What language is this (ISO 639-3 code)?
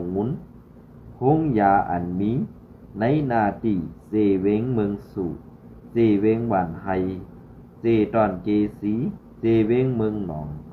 shn